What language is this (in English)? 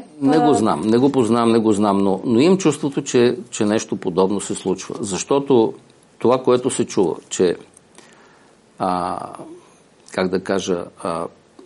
Bulgarian